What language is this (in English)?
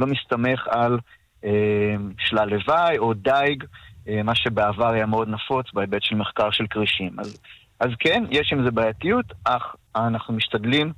Hebrew